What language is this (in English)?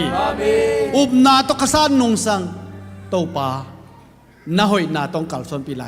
Tedim Chin